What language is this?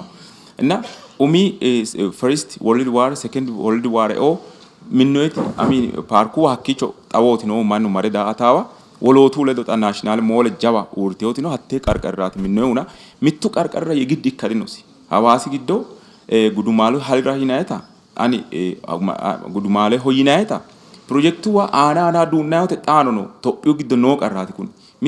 Sidamo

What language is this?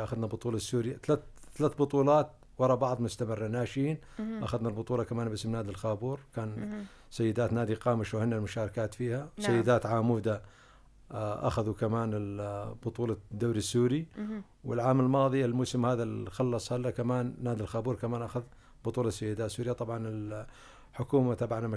North Levantine Arabic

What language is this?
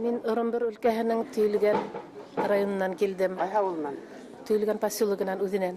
Bashkir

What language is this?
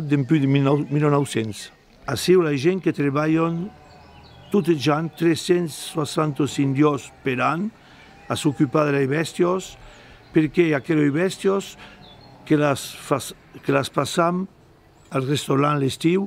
Occitan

